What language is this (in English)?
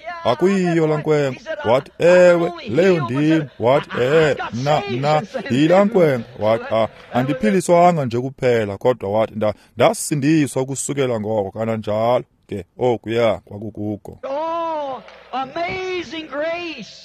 Xhosa